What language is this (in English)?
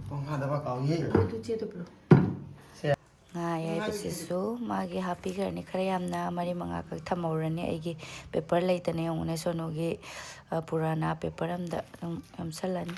Manipuri